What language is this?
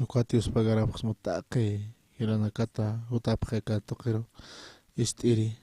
Aymara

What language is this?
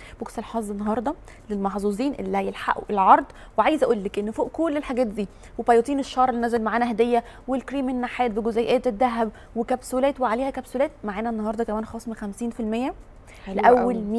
Egyptian Arabic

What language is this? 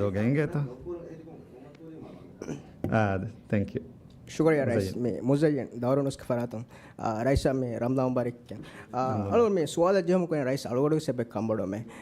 Divehi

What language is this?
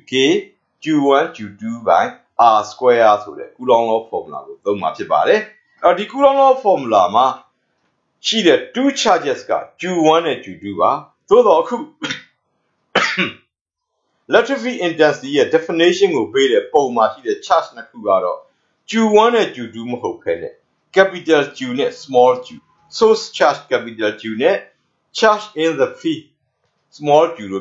Burmese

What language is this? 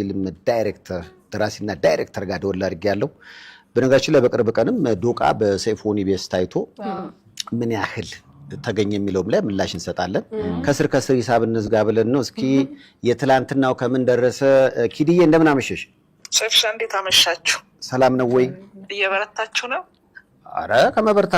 Amharic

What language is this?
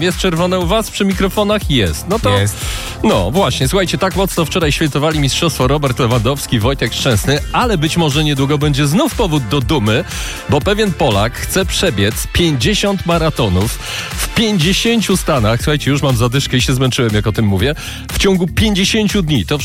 Polish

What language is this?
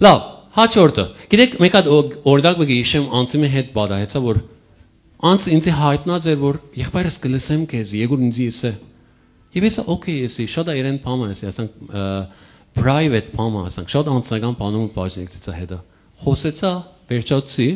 Western Armenian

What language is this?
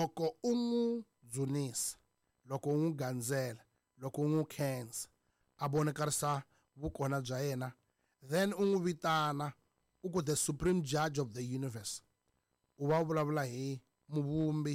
Tsonga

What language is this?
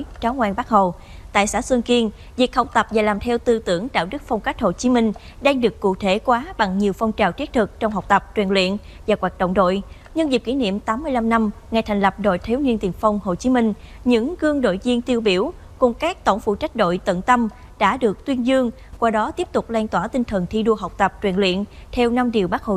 Vietnamese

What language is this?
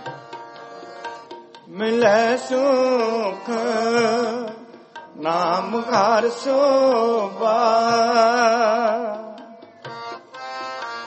Punjabi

